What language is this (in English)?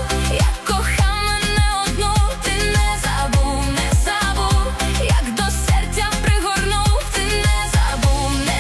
Ukrainian